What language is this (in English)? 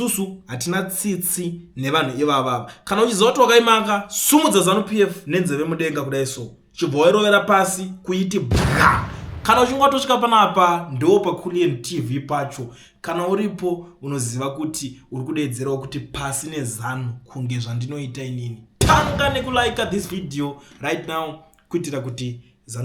Shona